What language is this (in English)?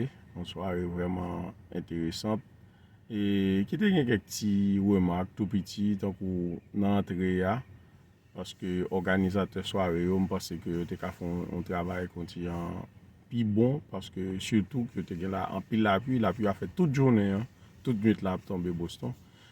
Haitian Creole